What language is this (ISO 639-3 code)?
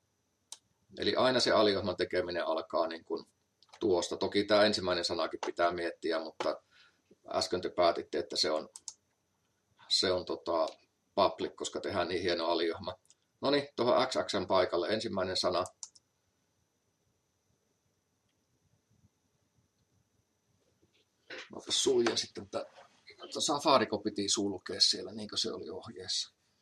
fin